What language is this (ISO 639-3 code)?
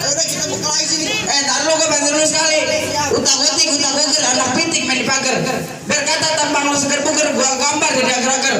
bew